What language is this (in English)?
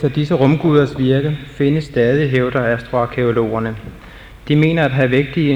Danish